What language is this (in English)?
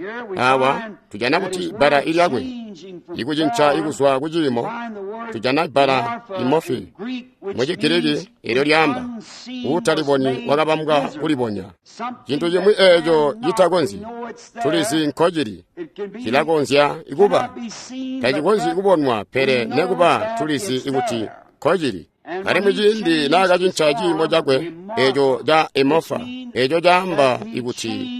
Tonga (Zambia)